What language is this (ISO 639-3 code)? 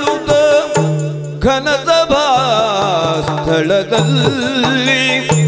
kan